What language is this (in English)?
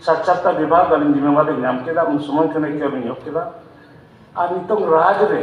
Santali